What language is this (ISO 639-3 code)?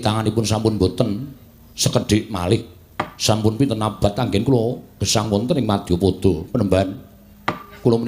jav